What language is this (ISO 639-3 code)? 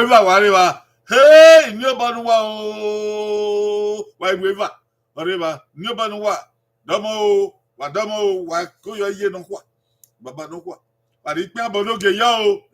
bin